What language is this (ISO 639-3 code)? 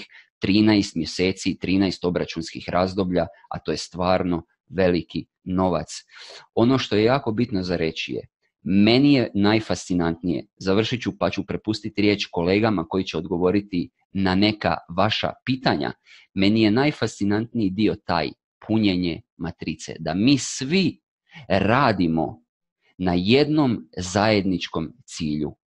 hrv